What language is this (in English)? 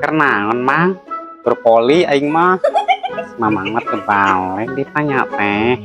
Sundanese